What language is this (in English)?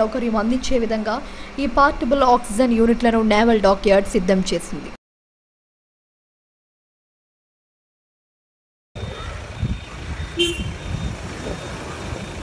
Telugu